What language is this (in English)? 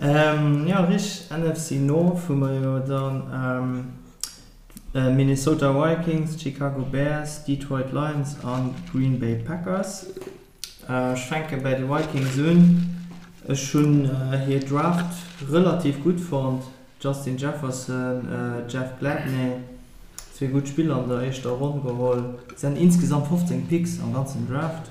Luxembourgish